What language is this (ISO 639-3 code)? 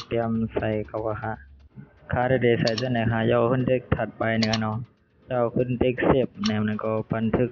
shn